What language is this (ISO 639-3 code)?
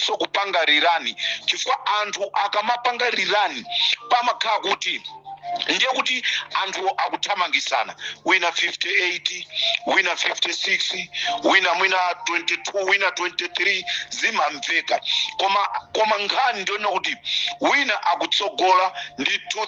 nya